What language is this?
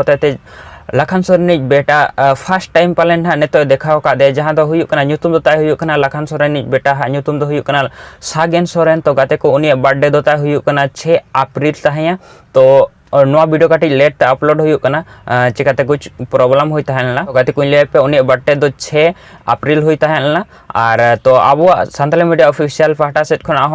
Santali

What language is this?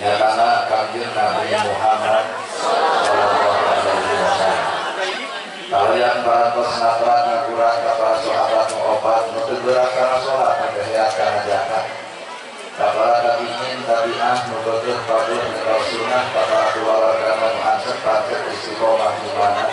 Sundanese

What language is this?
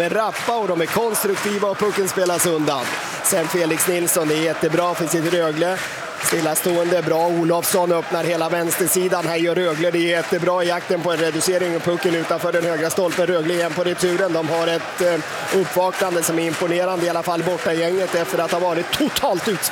Swedish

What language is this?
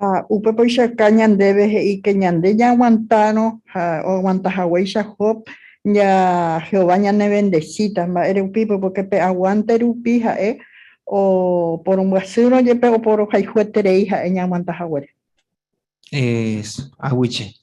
Guarani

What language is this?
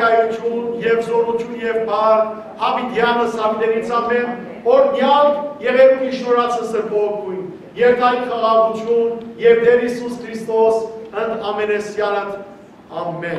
Western Armenian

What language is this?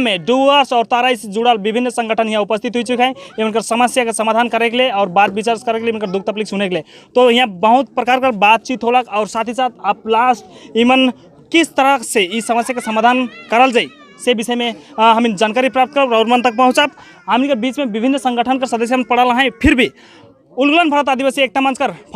Sadri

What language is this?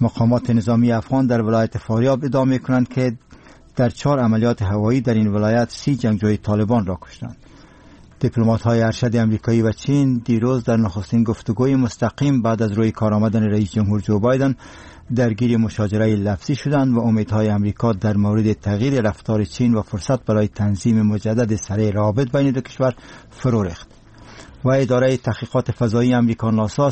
Persian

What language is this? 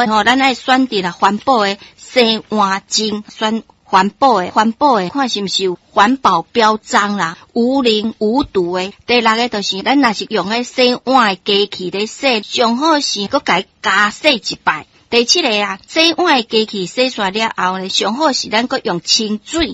Min Nan Chinese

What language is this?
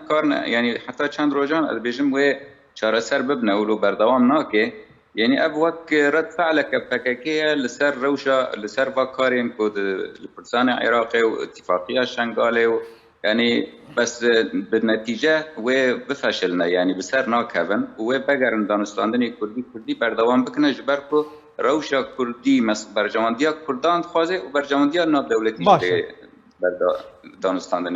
Kurdish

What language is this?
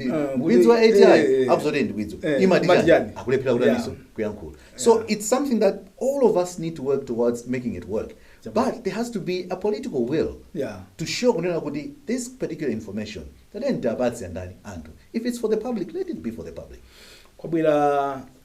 Nyanja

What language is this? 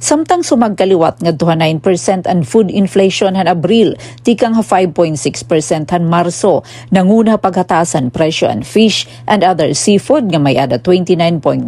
Waray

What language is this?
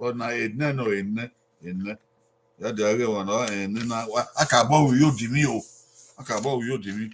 Bini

